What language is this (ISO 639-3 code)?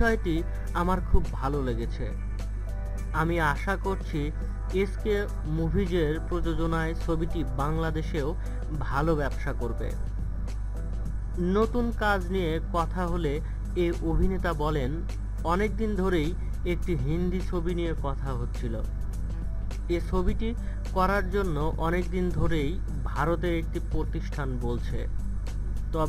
ben